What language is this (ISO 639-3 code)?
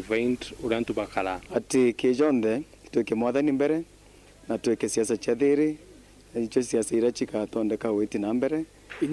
mer